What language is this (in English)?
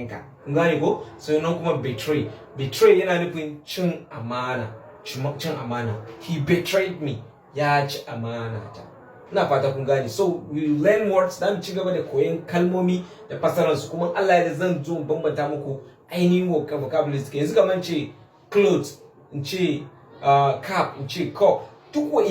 Hausa